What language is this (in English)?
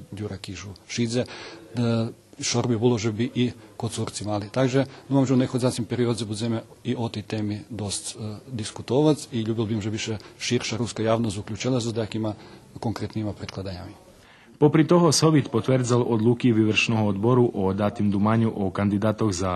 Rusyn